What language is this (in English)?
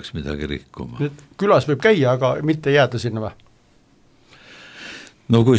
Estonian